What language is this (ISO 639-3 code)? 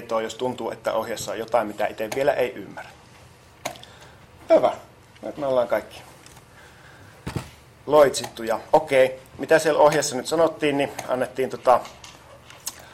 fin